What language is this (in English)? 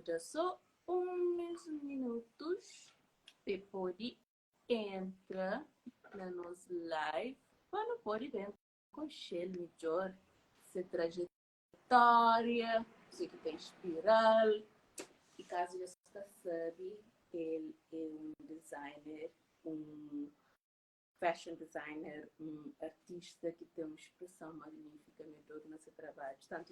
Kabuverdianu